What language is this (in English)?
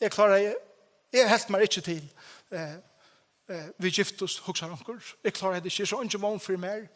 Faroese